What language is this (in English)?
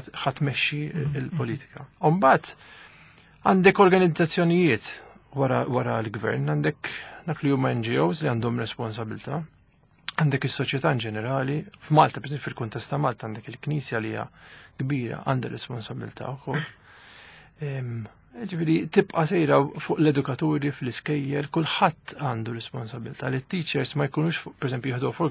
Maltese